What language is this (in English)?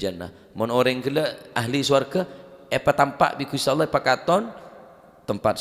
Madurese